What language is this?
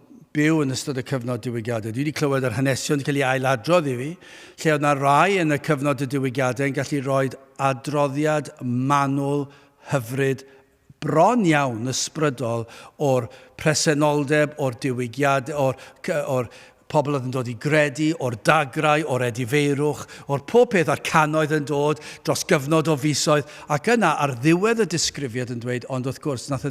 Welsh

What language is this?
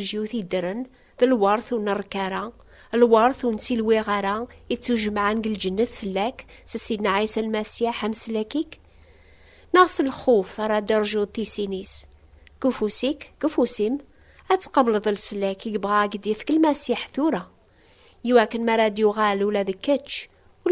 Kabyle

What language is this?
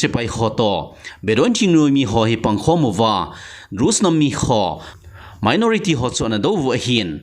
Thado Chin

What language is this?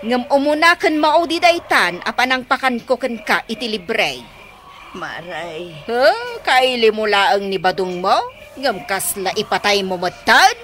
Iloko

